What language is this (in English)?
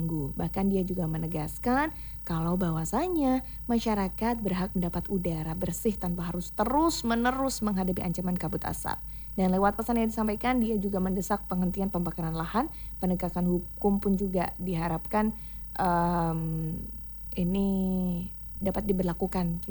Indonesian